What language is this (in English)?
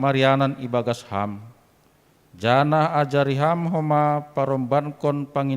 Batak Simalungun